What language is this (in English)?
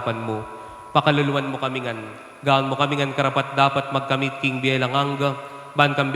Pampanga